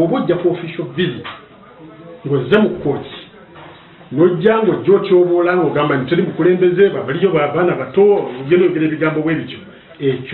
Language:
Ganda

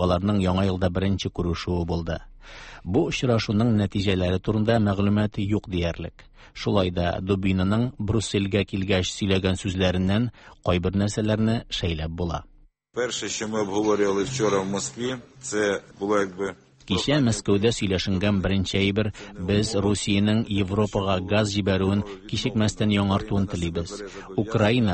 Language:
Tatar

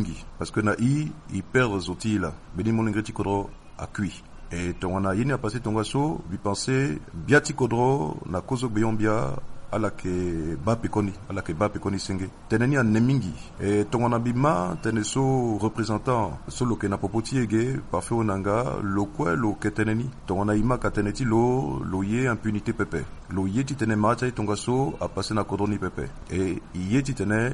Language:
Sango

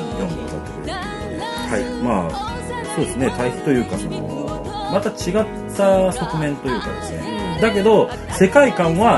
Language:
Japanese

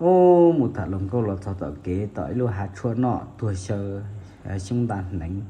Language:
Hmong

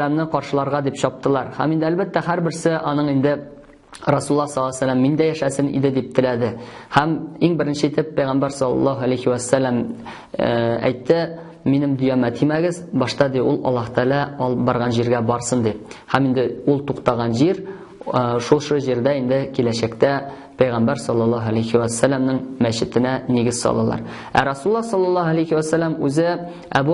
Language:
Tatar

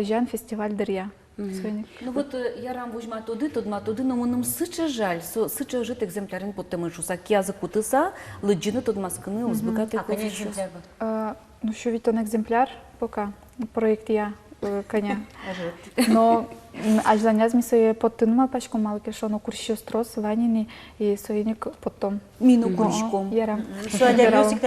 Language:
Udmurt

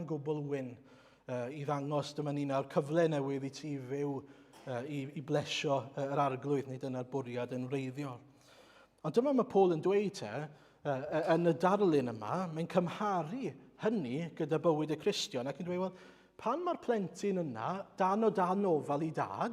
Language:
Welsh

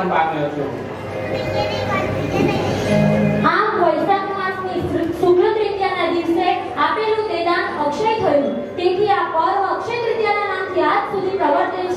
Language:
Gujarati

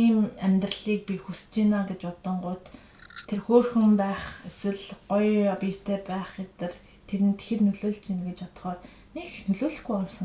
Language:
Mongolian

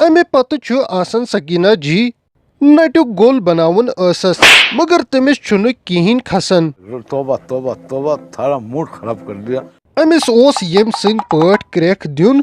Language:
Kashmiri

